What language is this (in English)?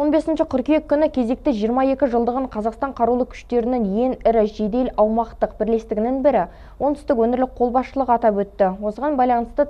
Kazakh